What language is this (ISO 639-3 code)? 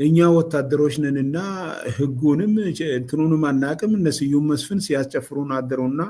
amh